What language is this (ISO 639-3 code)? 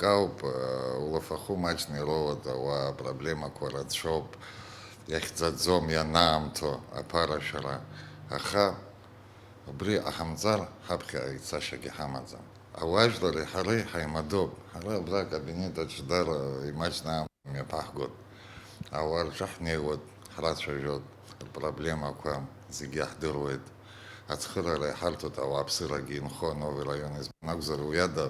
abk